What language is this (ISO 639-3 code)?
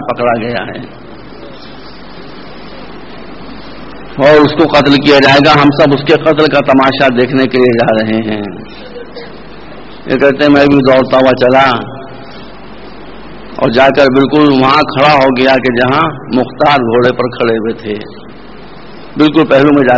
urd